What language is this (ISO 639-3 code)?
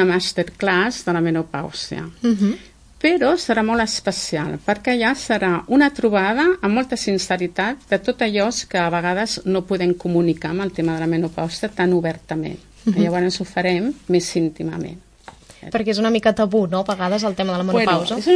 cat